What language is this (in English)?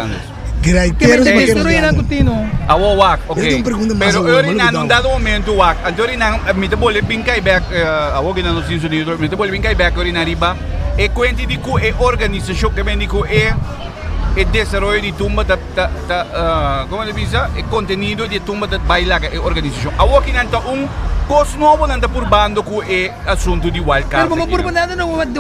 Papiamento